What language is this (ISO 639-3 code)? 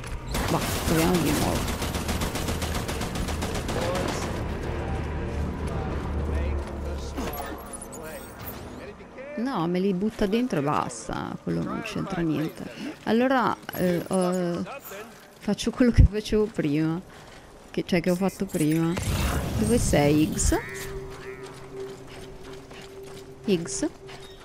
ita